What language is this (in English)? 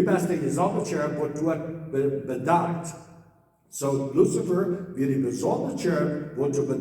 Plautdietsch